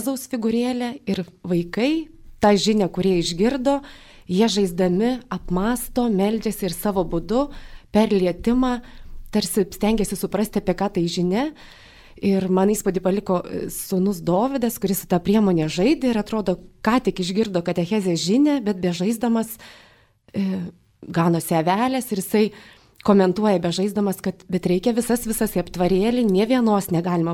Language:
Lithuanian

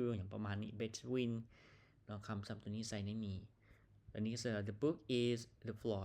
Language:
Lao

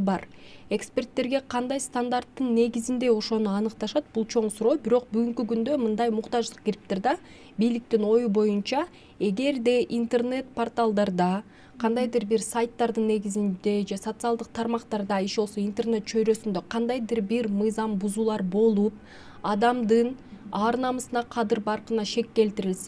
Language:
Kyrgyz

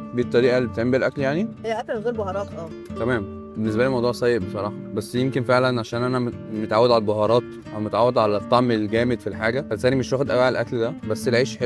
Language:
Egyptian Arabic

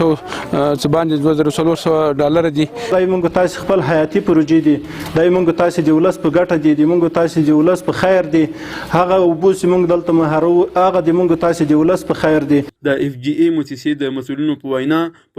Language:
Pashto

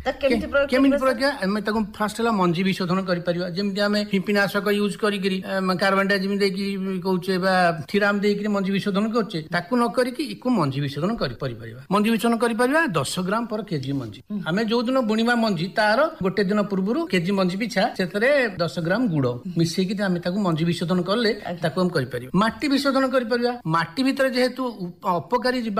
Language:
Odia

